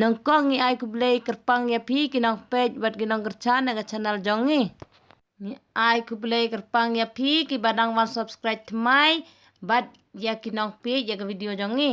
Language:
Khasi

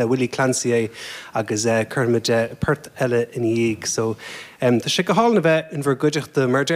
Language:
Irish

